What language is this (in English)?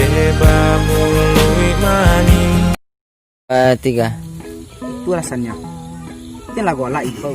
Minangkabau